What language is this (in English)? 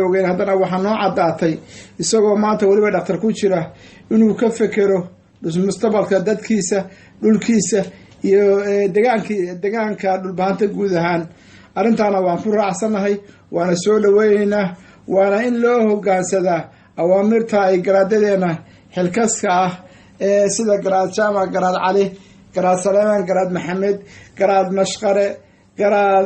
Somali